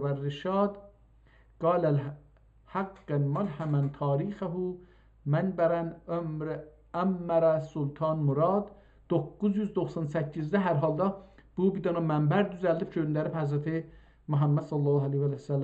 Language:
South Azerbaijani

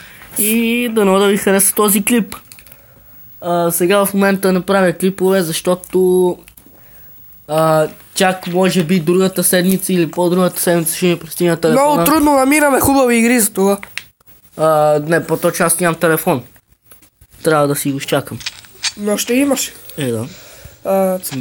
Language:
Bulgarian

